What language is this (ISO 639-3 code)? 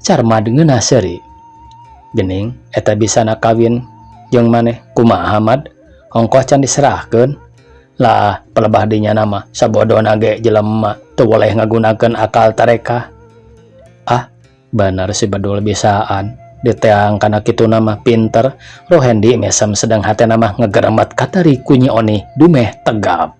sun